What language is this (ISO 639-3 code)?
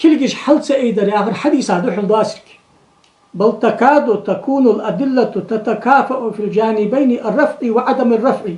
inh